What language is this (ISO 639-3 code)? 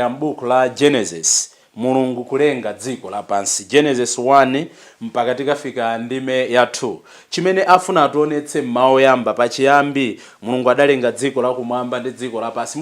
nya